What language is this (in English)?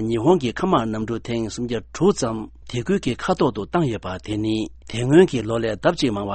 Tibetan